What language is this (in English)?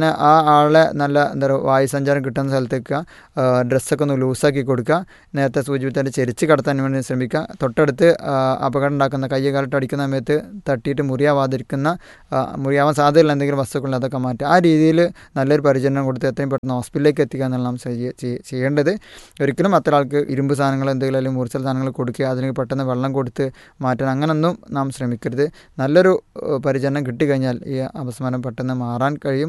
Malayalam